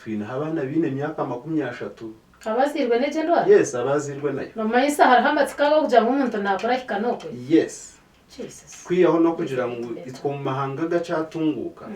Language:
Nyankole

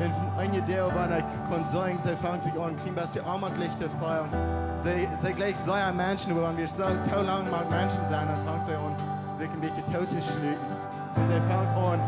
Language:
Plautdietsch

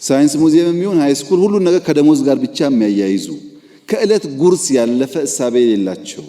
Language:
Amharic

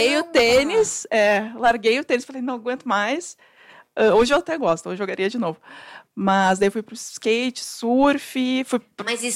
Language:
Portuguese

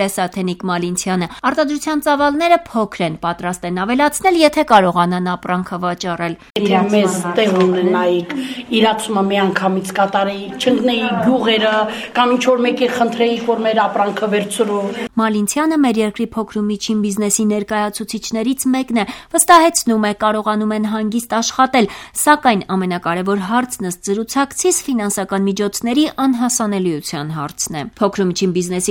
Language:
Armenian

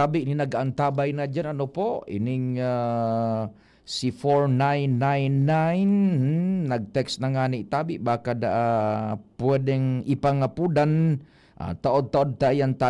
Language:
Bikol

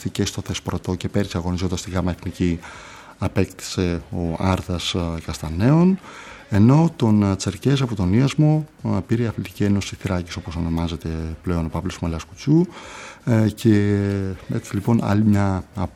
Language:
Greek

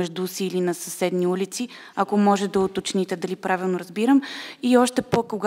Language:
Bulgarian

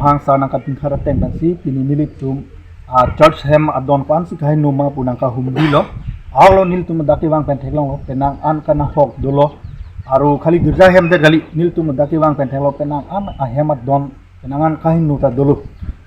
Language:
Karbi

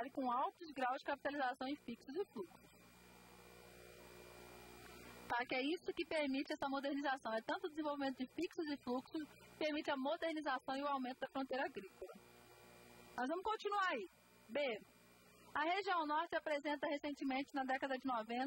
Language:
Portuguese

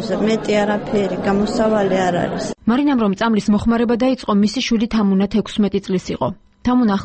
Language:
Georgian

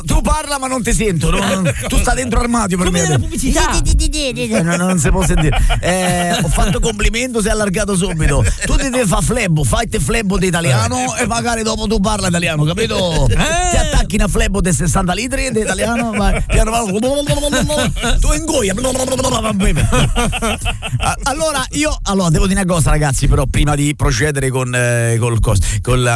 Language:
Italian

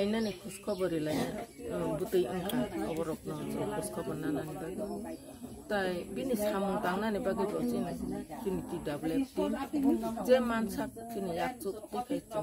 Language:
Kok Borok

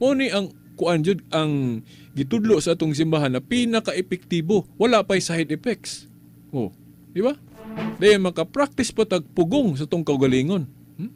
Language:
Cebuano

